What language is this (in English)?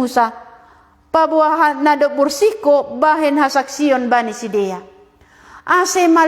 Batak Simalungun